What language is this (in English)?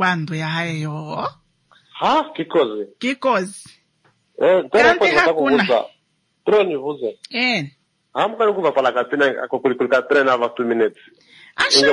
Swahili